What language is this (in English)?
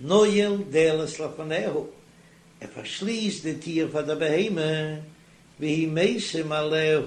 Yiddish